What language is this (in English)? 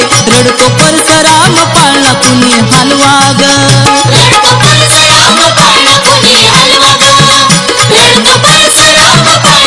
Marathi